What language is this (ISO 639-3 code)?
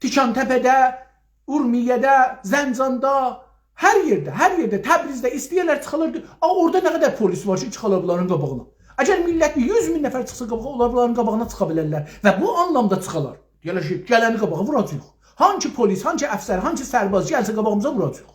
azb